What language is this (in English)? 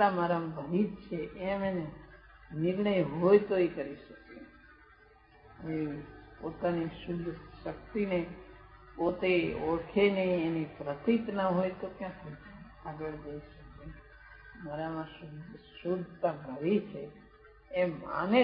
Gujarati